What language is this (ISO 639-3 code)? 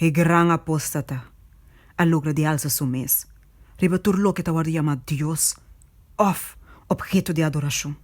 pap